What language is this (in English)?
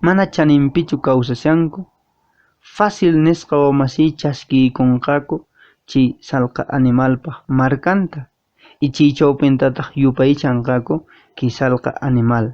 Quechua